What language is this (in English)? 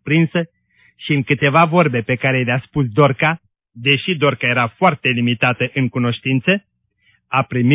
Romanian